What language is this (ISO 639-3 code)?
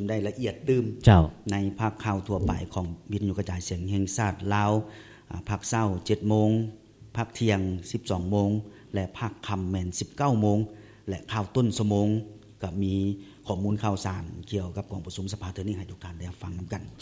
lao